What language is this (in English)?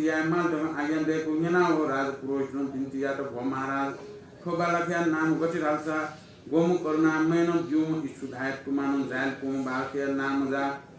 Newari